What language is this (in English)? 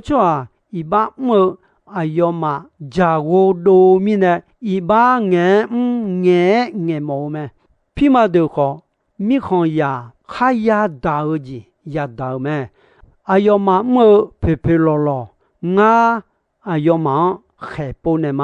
Akha